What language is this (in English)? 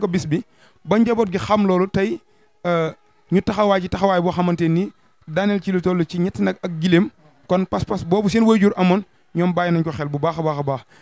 Wolof